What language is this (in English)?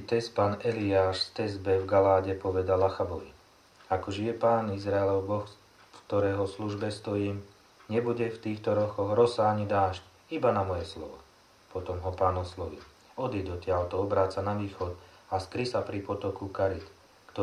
Slovak